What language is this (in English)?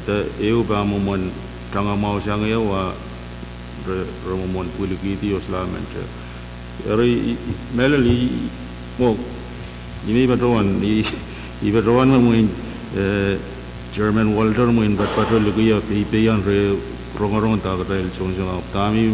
Pohnpeian